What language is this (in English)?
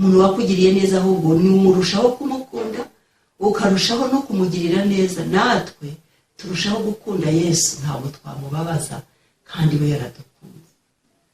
Kinyarwanda